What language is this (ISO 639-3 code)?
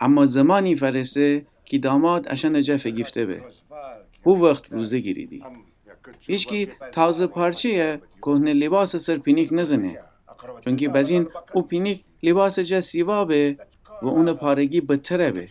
glk